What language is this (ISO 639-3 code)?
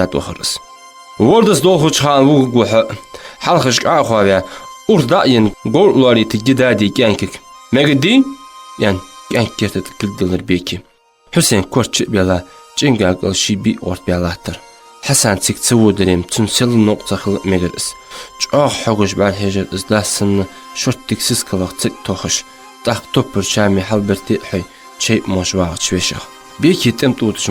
inh